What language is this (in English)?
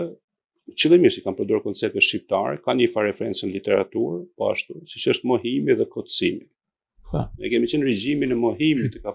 Albanian